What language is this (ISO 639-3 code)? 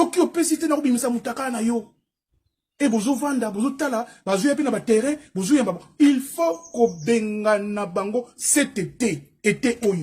lin